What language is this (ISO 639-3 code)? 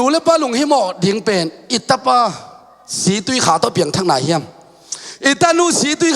ctd